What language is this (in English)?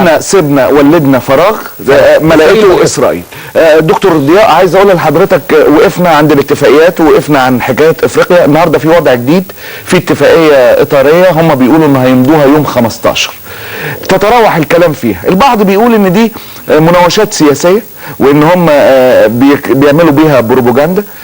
Egyptian Arabic